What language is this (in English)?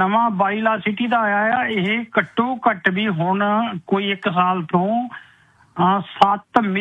Punjabi